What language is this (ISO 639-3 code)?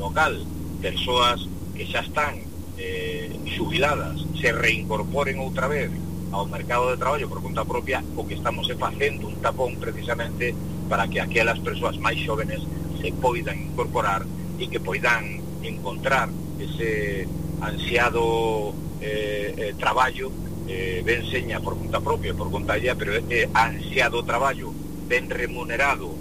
glg